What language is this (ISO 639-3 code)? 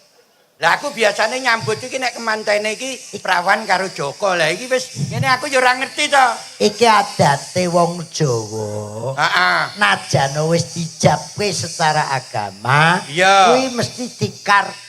jav